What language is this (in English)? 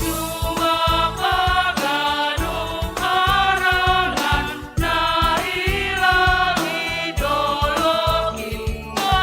Batak Simalungun